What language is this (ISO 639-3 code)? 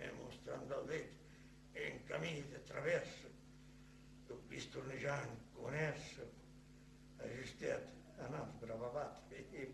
oci